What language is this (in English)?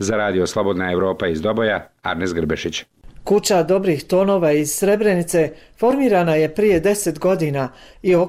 Bosnian